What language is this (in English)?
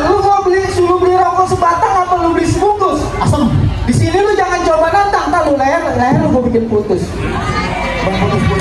Betawi